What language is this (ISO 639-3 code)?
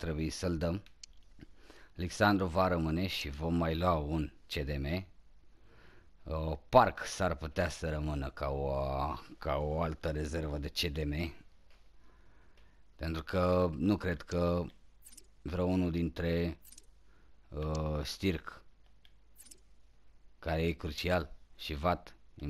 ron